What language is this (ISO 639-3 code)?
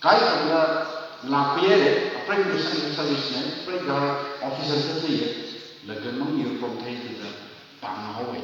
nmf